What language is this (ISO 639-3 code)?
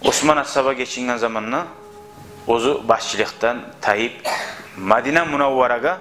kum